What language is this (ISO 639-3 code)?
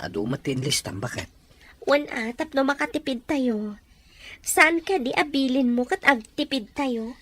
ilo